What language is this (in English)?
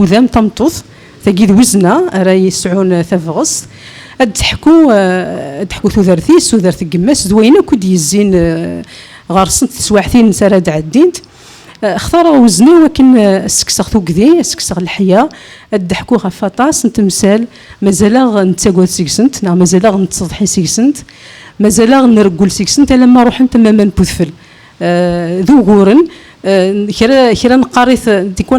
Kabyle